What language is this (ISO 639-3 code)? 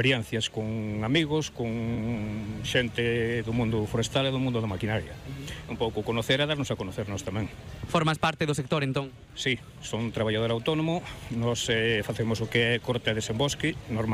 glg